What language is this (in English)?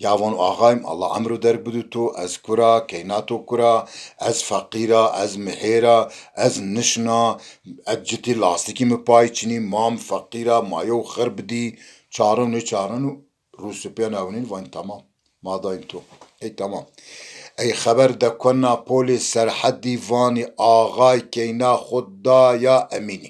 Zaza